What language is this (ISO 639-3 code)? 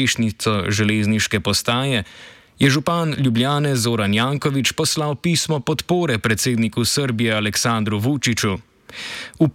slv